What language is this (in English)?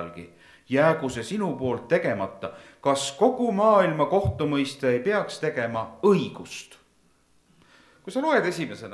Estonian